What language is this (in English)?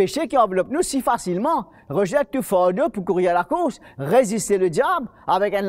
Morisyen